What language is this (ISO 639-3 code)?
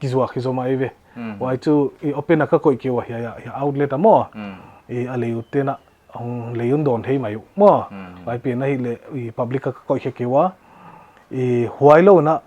pck